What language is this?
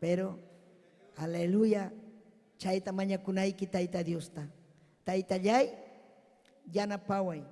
Ayacucho Quechua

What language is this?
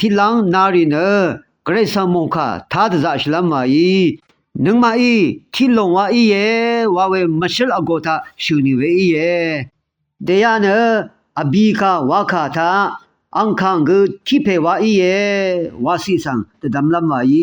Rawang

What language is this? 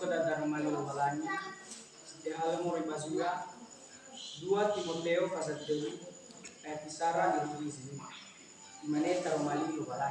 Nias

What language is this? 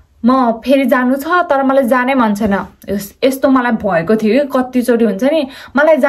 Nepali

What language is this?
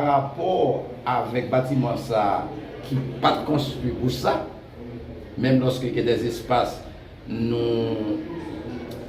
Haitian Creole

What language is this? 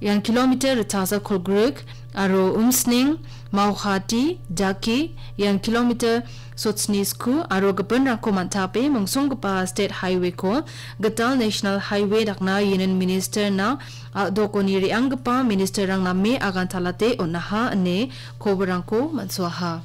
Garo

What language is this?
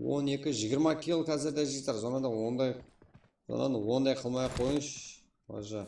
Kara-Kalpak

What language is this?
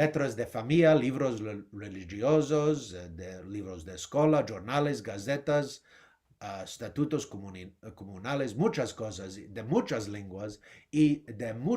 Ladino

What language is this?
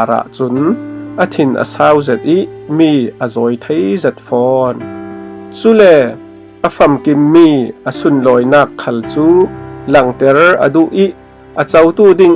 Falam Chin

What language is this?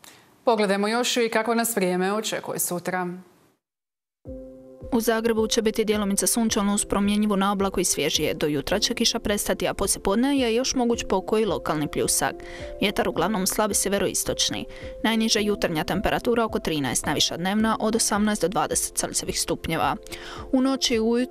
Croatian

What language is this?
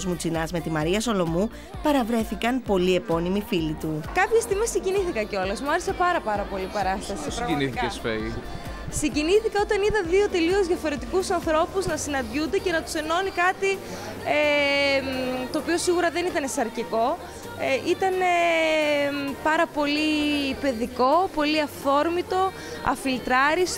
Greek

